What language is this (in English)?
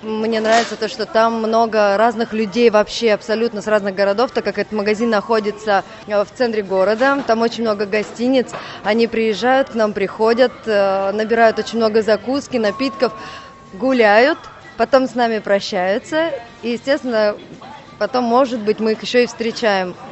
Russian